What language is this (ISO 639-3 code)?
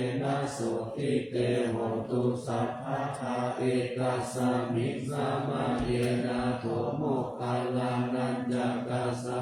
pli